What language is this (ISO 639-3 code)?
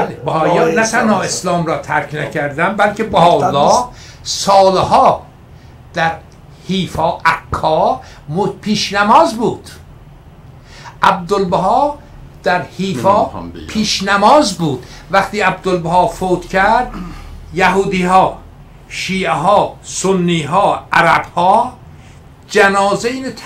fas